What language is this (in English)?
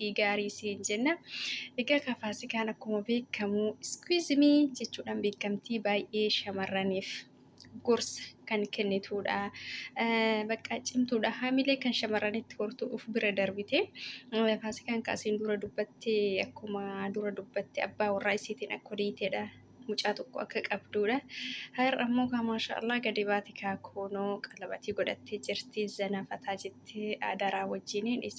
Oromo